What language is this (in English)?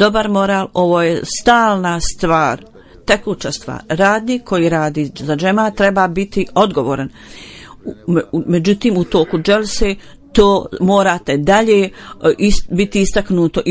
Bosnian